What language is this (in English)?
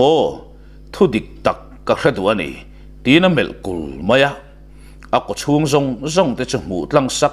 Mizo